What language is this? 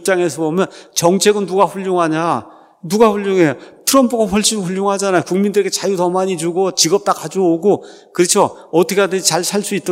Korean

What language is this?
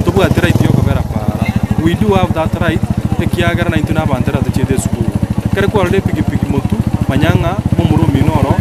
Gusii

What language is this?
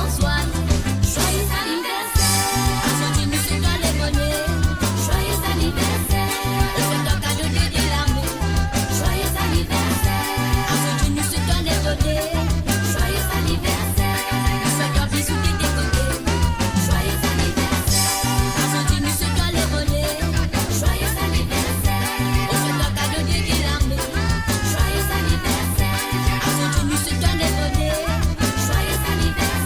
Morisyen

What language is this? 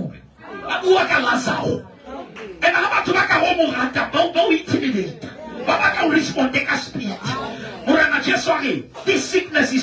Southern Sotho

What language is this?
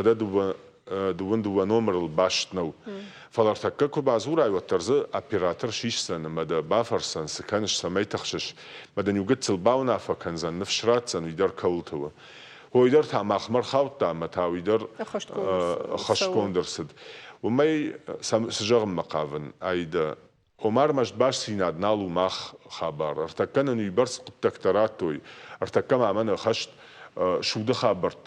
Ossetic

